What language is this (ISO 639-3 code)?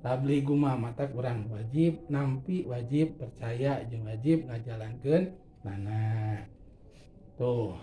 sun